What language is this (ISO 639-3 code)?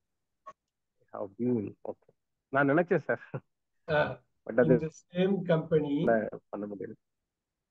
tam